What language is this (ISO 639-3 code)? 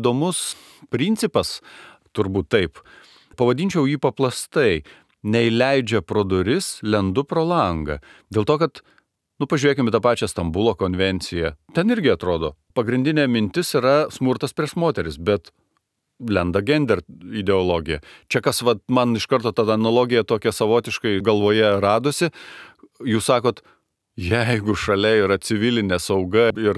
lit